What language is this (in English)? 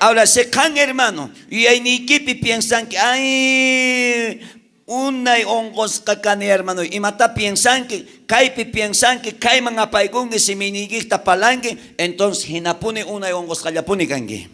South Bolivian Quechua